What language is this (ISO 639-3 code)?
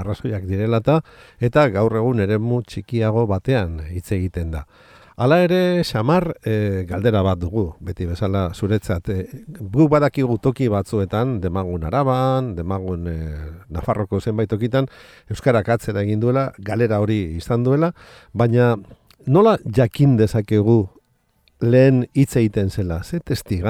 eus